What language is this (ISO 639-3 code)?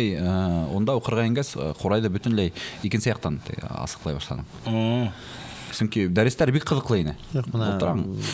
bak